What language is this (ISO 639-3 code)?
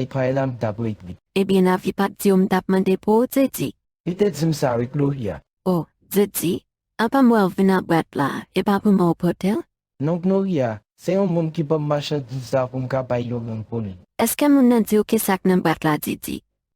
hat